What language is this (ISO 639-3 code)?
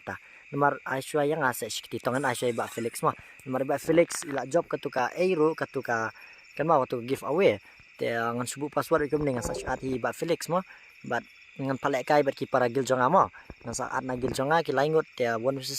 kha